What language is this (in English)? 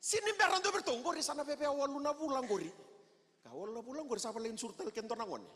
Fijian